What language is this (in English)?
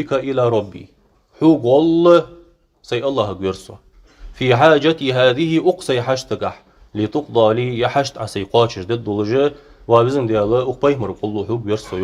Ingush